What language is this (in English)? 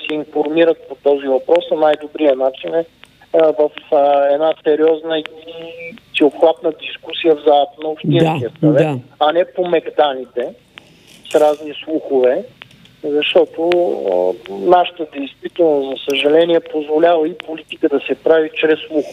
Bulgarian